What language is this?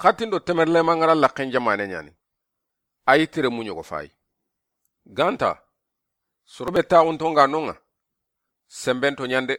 Soninke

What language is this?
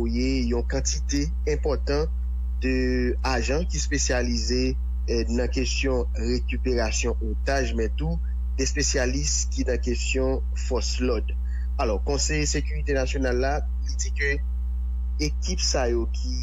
Haitian Creole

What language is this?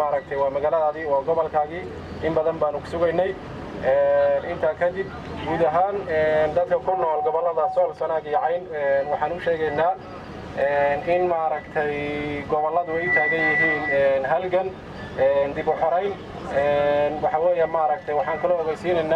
Somali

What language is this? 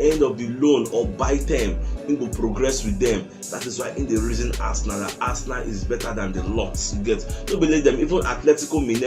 Nigerian Pidgin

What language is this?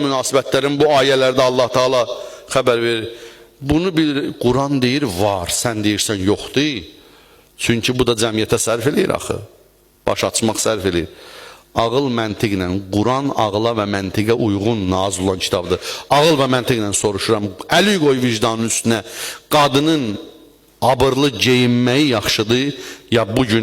Azerbaijani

